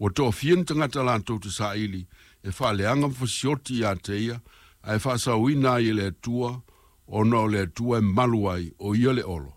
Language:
Samoan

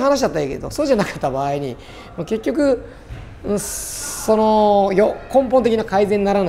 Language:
Japanese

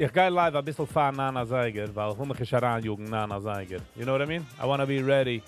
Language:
Yiddish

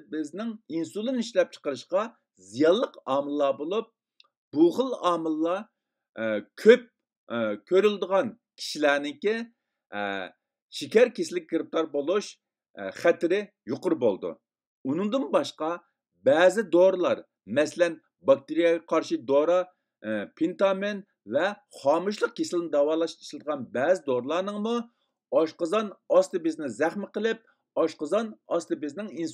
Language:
Uyghur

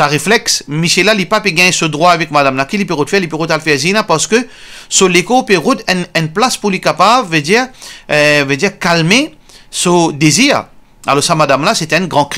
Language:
Morisyen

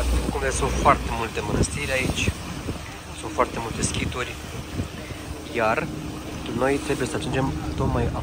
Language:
Romanian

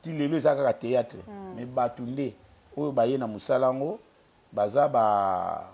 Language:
Lingala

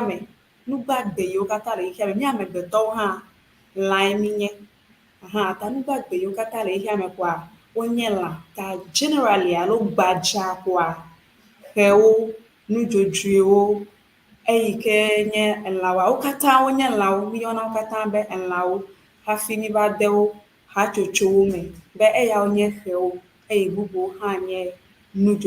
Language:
Ewe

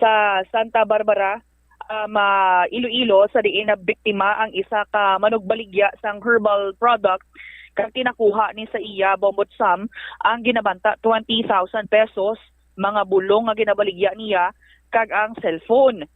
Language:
Hiligaynon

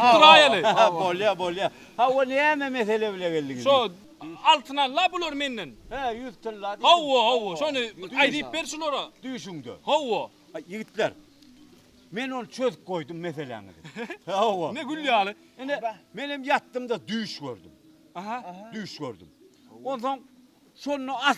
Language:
Turkmen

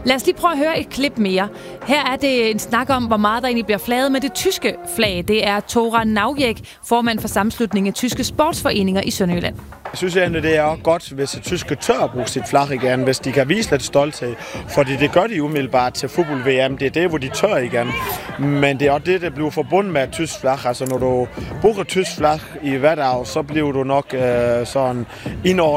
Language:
Danish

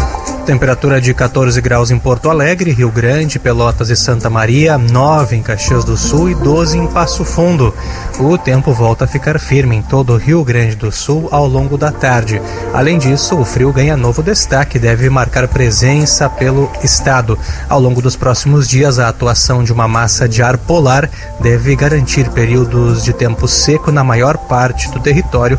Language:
Portuguese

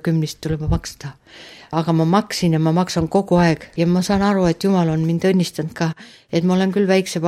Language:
Estonian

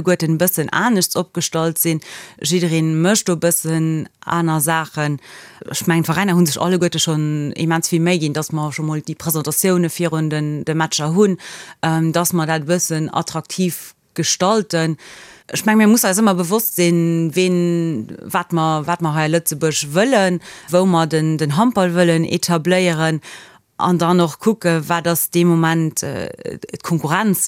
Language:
Luxembourgish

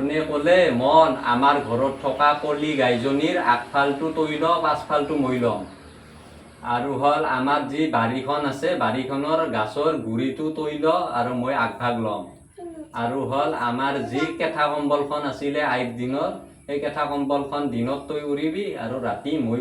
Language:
Assamese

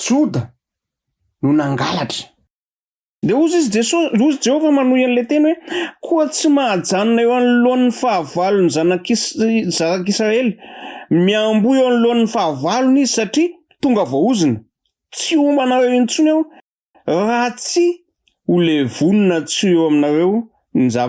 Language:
Malagasy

